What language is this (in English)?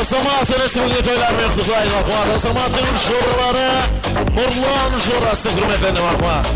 Kara-Kalpak